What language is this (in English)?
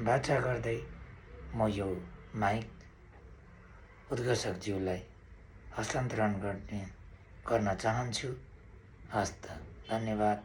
Nepali